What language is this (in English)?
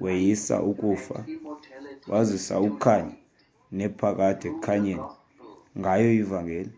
Xhosa